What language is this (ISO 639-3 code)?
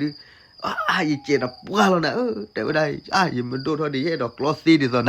ksw